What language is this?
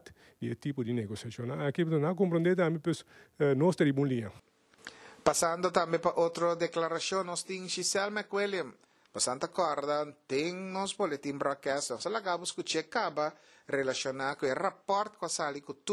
Papiamento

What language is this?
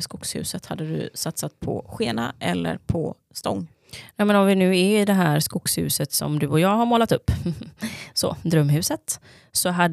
Swedish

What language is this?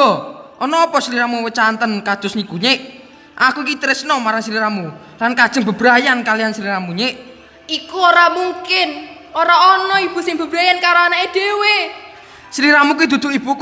Javanese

